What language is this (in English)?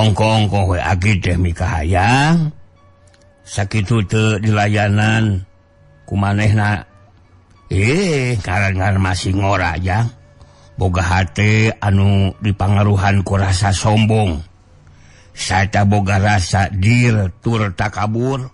Sundanese